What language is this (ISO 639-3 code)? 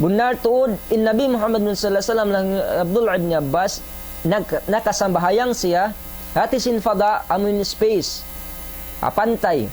tsg